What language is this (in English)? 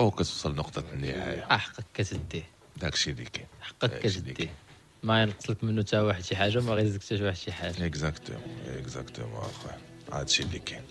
Moroccan Arabic